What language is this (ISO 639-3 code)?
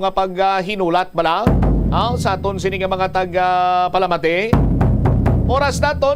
hil